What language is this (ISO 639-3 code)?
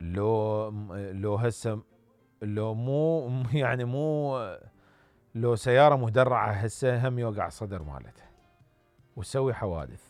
acm